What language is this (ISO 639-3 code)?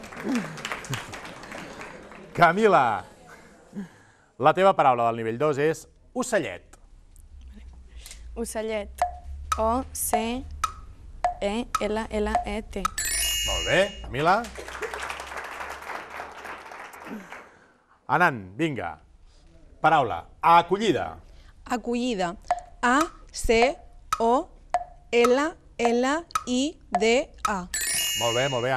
cat